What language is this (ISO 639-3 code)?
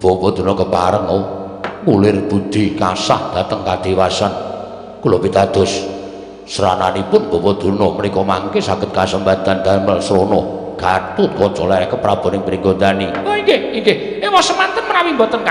jav